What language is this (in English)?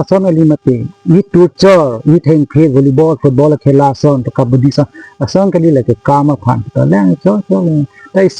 Karbi